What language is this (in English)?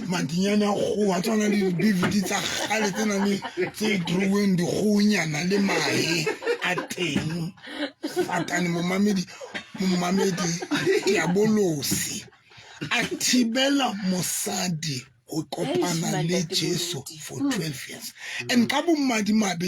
Southern Sotho